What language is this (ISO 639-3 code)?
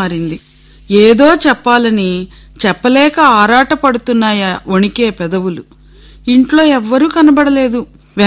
tel